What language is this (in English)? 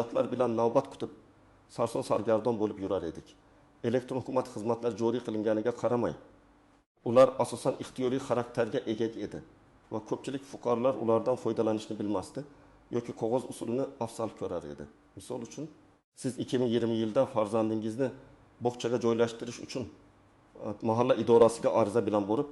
Uzbek